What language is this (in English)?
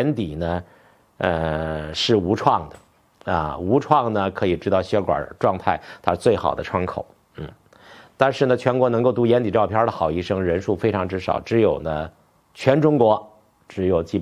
Chinese